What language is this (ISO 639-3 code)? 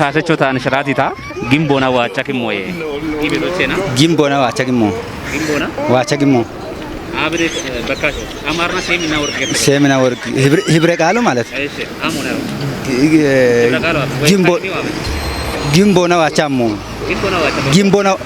kbr